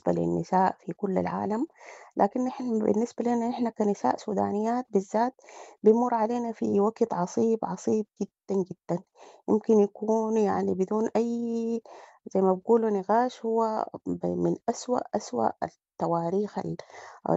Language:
Sudanese Arabic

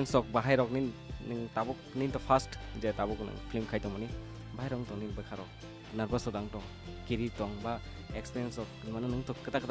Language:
Kok Borok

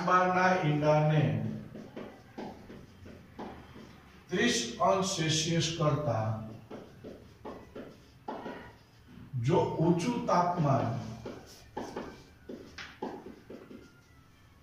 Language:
Gujarati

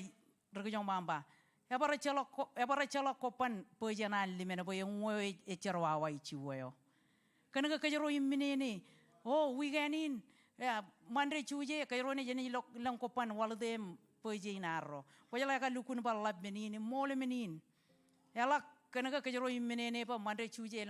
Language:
Marshallese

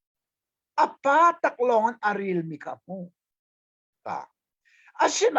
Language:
Hakha Chin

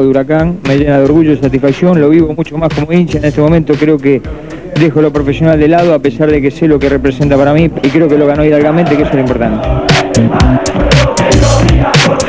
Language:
Spanish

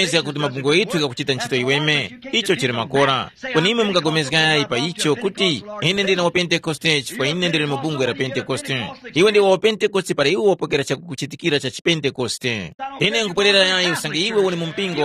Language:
Tumbuka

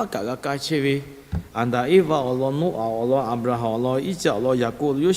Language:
Lahu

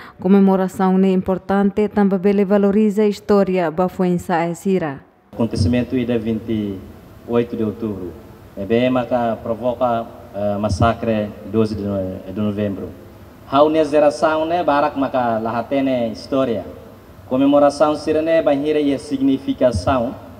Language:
Tetum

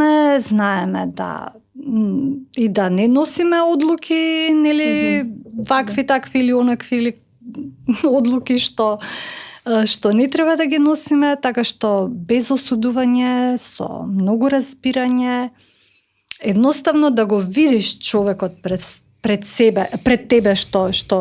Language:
Macedonian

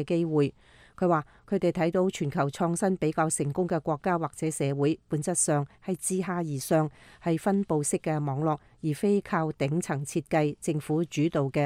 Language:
Cantonese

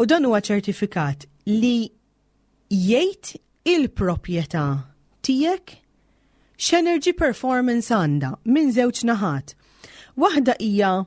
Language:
Maltese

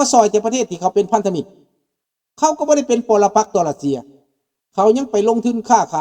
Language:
Lao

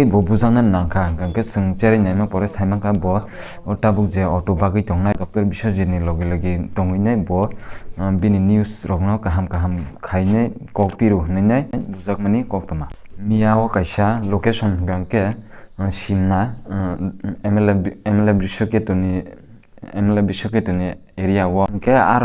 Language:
Kok Borok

